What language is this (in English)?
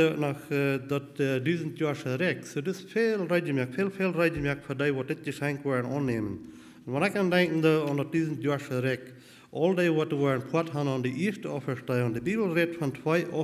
Plautdietsch